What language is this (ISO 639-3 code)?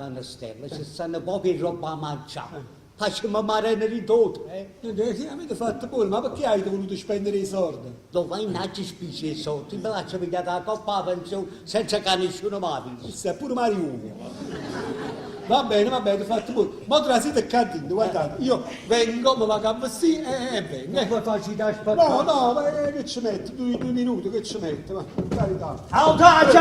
nap